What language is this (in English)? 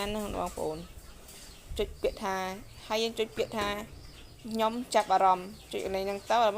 Khmer